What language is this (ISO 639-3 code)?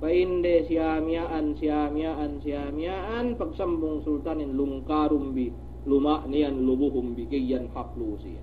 yka